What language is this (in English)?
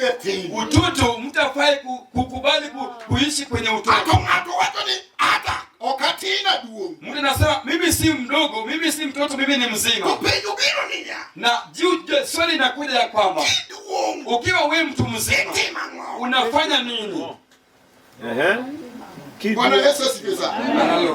Luo (Kenya and Tanzania)